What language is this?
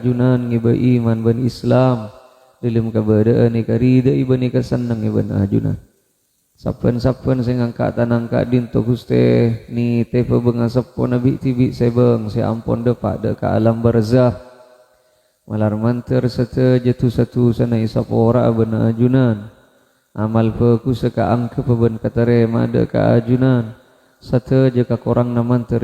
Madurese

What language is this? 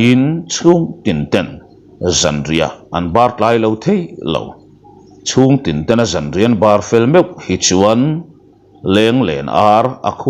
Mizo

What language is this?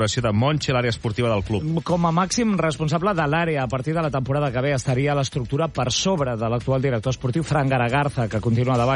Catalan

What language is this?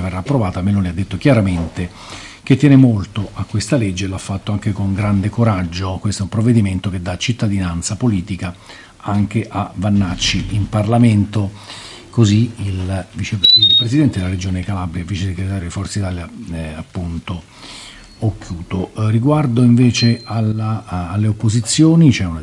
Italian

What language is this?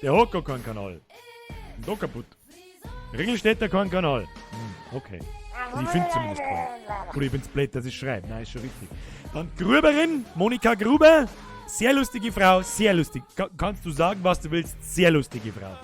Bavarian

